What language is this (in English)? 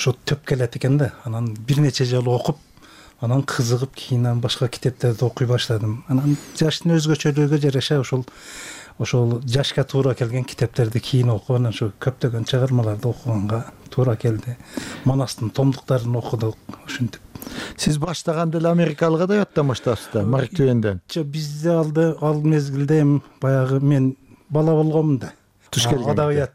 Kyrgyz